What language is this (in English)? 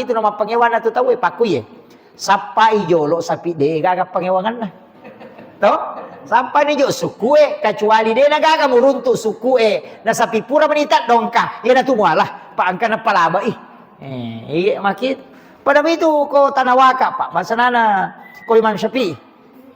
Buginese